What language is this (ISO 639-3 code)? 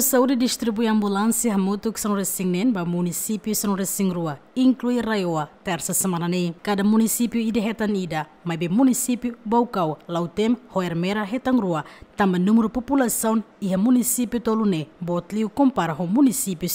tet